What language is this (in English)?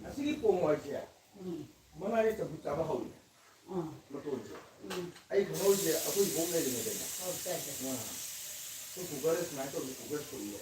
Manipuri